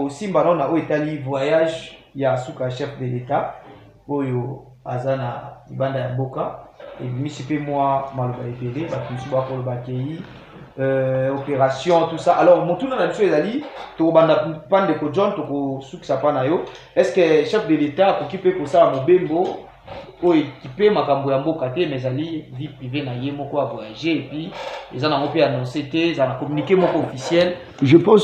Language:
Lingala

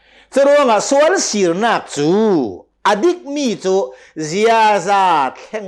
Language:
Hakha Chin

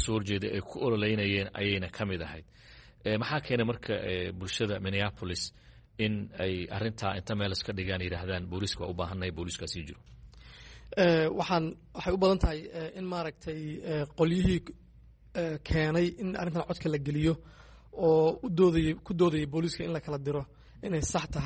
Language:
Somali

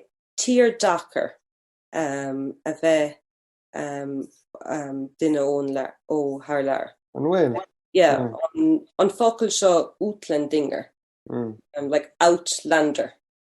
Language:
Irish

